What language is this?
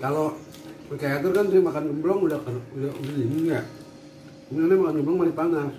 Betawi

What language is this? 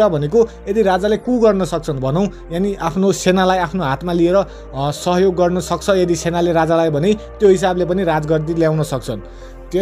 Nepali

